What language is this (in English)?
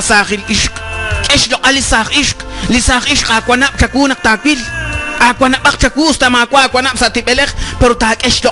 Kekchí